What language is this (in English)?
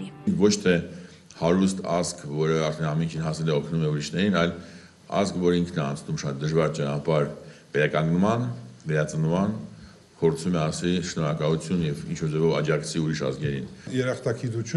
Armenian